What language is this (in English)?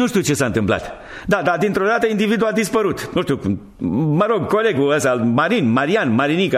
Romanian